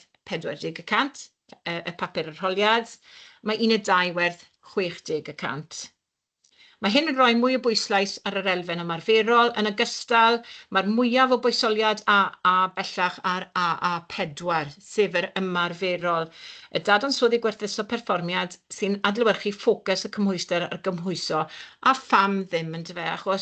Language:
Welsh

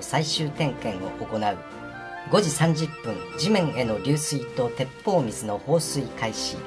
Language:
Japanese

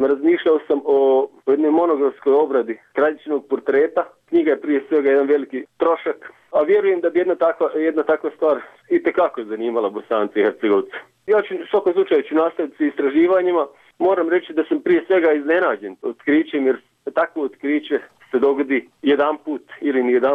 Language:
Bosnian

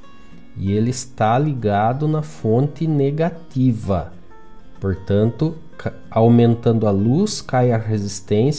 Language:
Portuguese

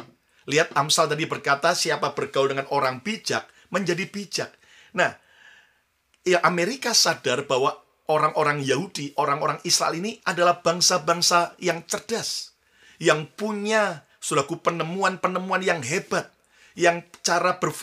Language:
Indonesian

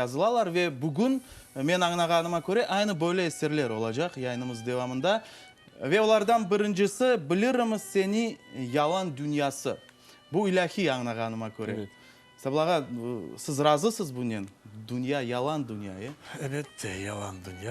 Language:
Crimean Tatar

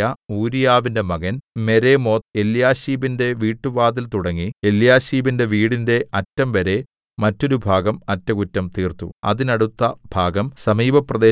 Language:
Malayalam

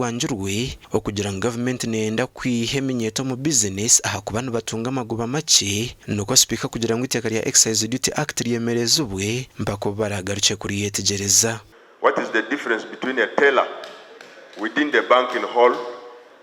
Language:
Nyankole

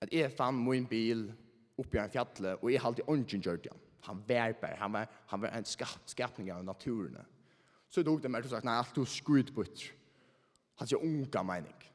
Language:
Faroese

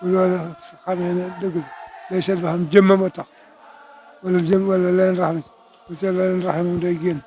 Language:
Wolof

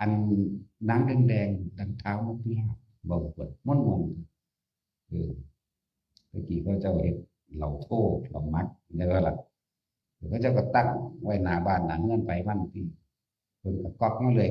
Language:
Northeastern Thai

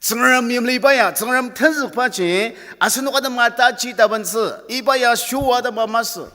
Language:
Ao Naga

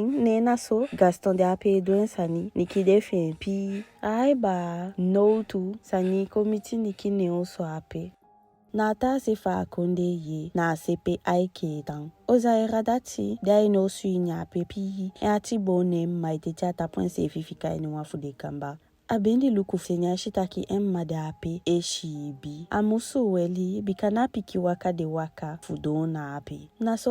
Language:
Eastern Maroon Creole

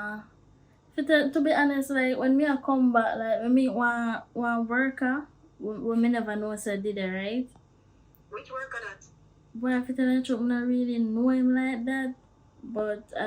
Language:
Jamaican Creole English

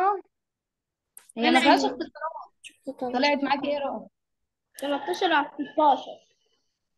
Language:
Egyptian Arabic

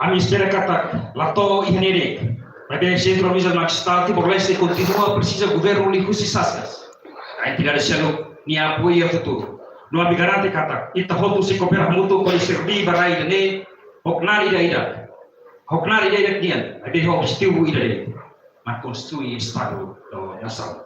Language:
Tetum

